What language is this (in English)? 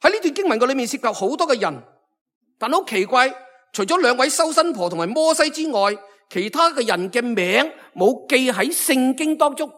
Cantonese